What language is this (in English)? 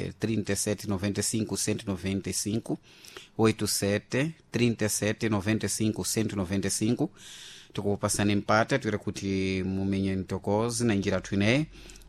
Sena